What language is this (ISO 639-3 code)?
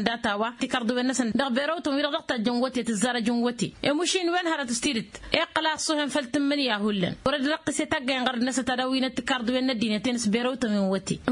taq